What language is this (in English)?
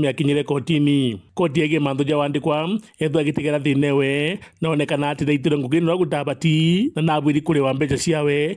Meru